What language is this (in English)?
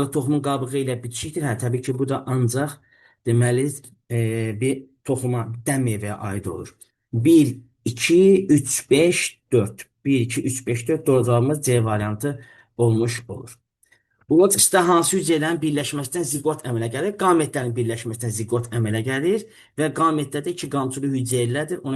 Azerbaijani